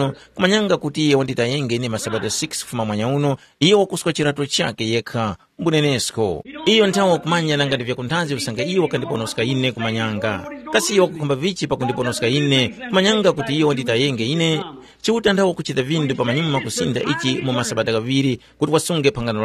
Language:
Tumbuka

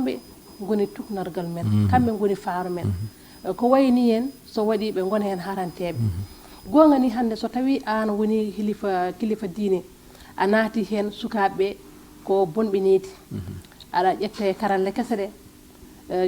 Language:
Fula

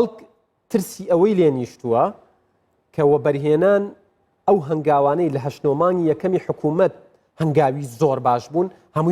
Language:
Central Kurdish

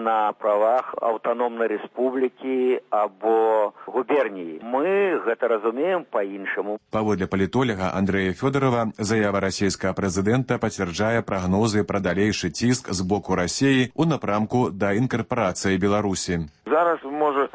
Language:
Belarusian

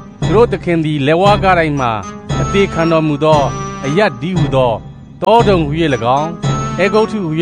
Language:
Burmese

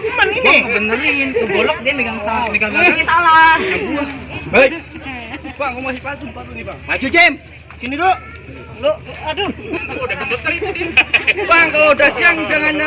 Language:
Betawi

